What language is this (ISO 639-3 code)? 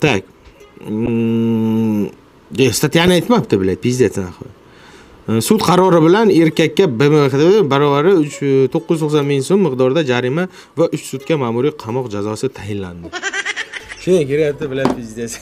uzb